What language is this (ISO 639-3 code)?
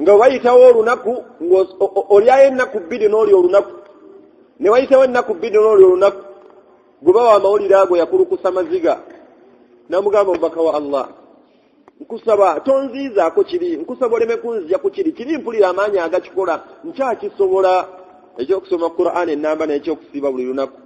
lug